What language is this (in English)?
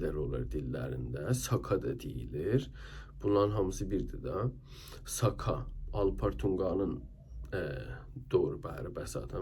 South Azerbaijani